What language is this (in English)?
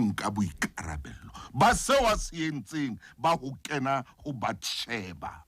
Southern Sotho